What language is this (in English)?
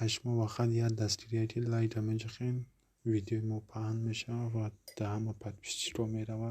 Tajik